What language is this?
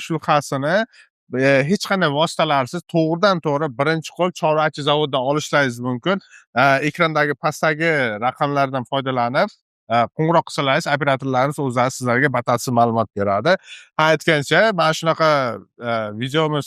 Uzbek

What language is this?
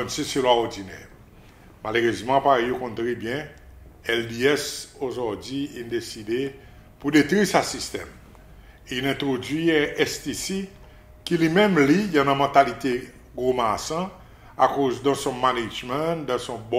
Seselwa Creole French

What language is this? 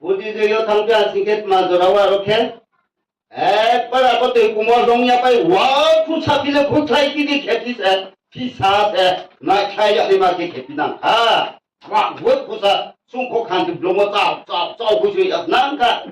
Riang (India)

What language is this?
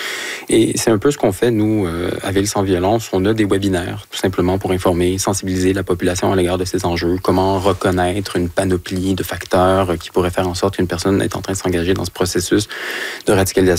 French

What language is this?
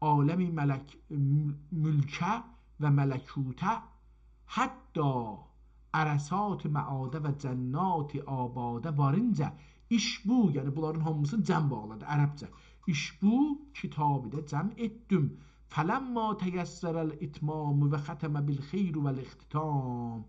South Azerbaijani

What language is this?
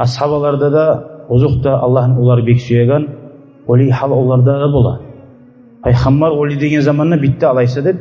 Kumyk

